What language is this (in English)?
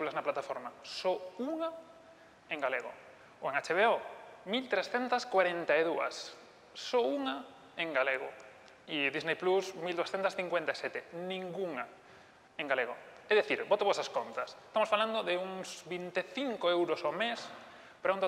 Galician